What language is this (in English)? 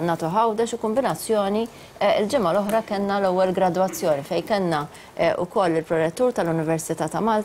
Maltese